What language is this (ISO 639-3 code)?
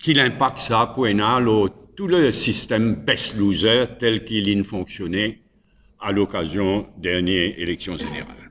mfe